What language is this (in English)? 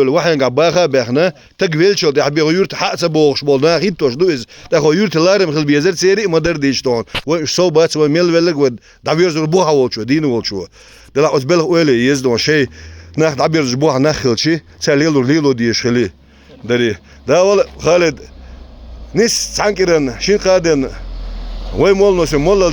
Chechen